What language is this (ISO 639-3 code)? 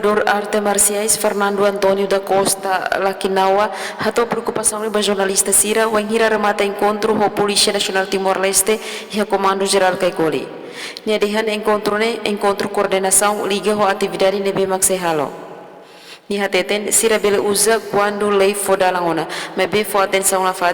tet